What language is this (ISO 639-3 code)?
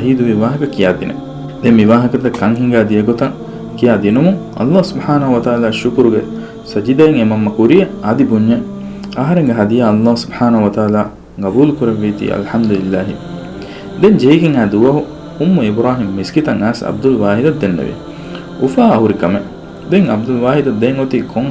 div